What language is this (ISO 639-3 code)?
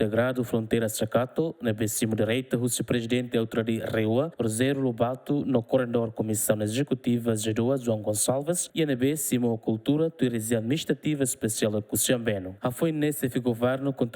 tet